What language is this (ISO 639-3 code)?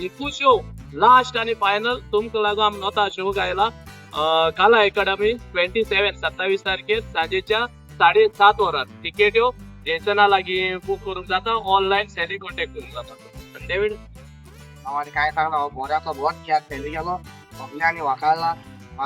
kok